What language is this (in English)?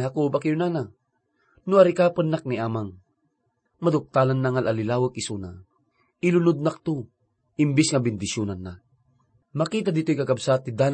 Iloko